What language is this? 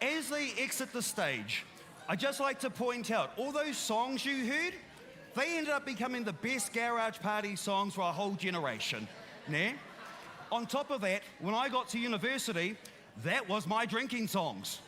Māori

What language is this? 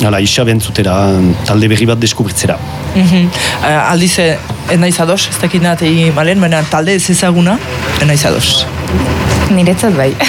Basque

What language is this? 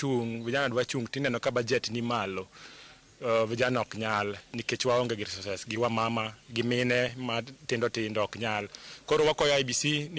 Luo (Kenya and Tanzania)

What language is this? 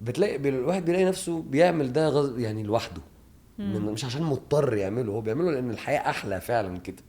Egyptian Arabic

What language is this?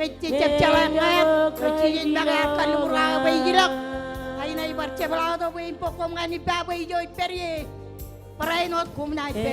Marshallese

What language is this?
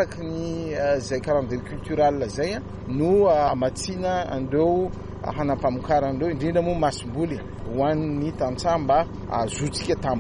Malagasy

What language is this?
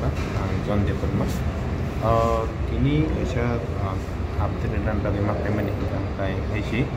Kok Borok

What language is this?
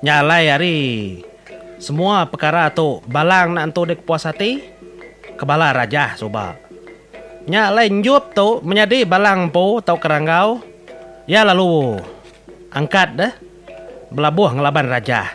Iban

